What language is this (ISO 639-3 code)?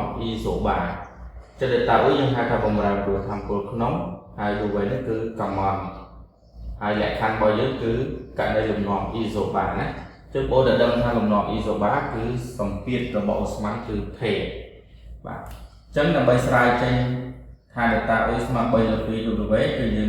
khm